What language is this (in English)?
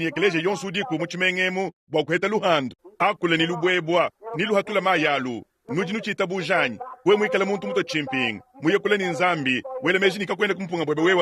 Luba-Lulua